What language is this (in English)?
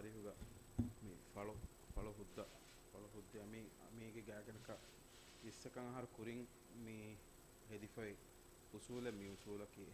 Divehi